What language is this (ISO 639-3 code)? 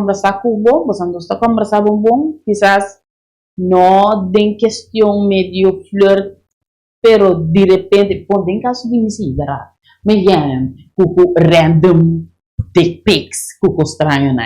pap